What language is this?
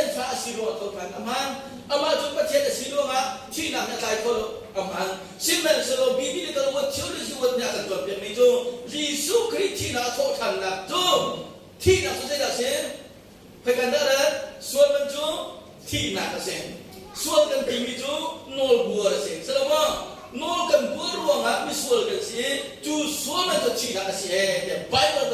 Hakha Chin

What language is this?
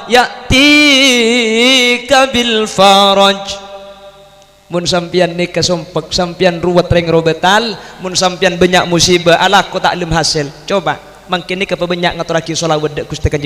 Madurese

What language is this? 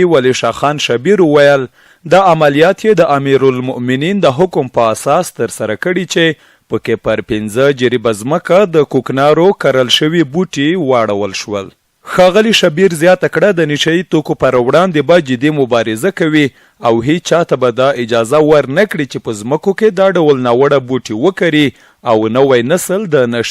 Pashto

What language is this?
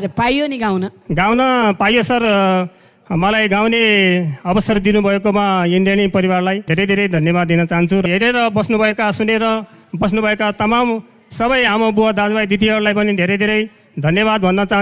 Nepali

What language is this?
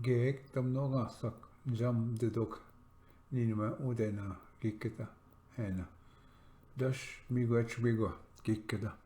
Ojibwa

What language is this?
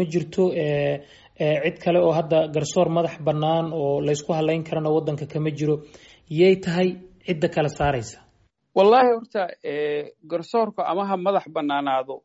Somali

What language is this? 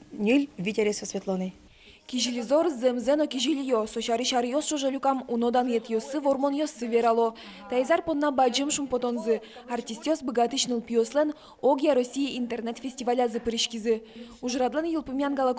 Udmurt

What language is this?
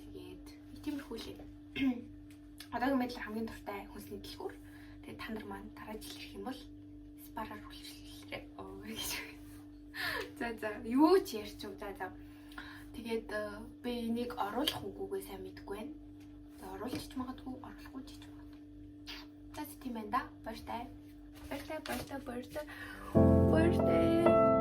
Mongolian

